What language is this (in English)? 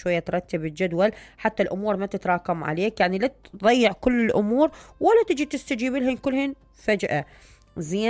Mesopotamian Arabic